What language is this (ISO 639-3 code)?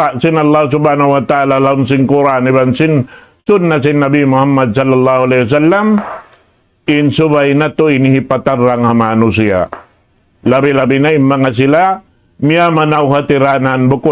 tsg